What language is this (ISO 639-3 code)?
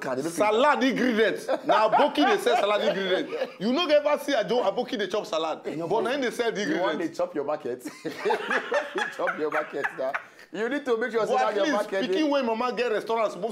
pcm